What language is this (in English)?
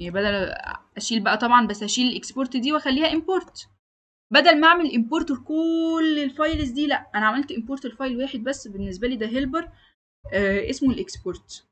Egyptian Arabic